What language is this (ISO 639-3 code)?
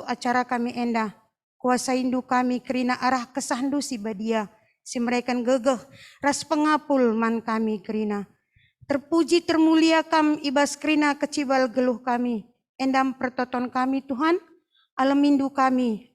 btx